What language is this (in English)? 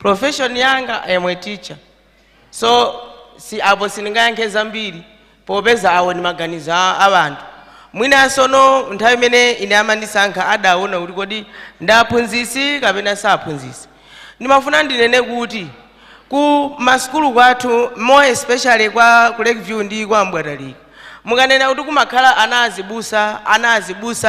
Nyanja